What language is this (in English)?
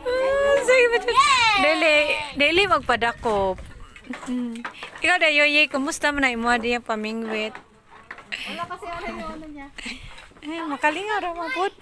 Cebuano